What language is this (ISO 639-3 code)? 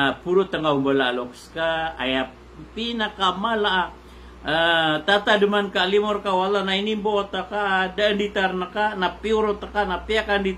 mrw